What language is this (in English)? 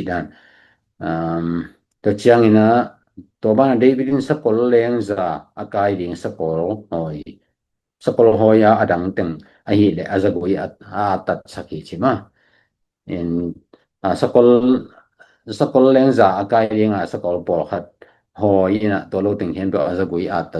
Tedim Chin